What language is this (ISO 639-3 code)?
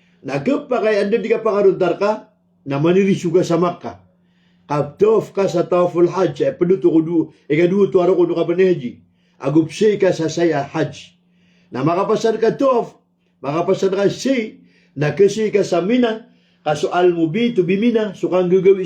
mrw